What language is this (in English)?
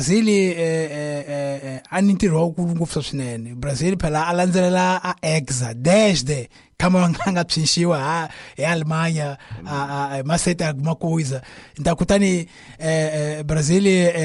Tsonga